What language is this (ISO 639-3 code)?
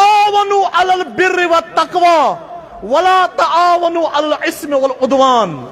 kas